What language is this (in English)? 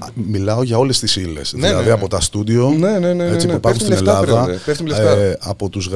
Greek